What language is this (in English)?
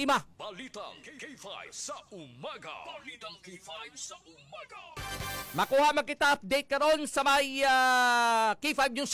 Hiligaynon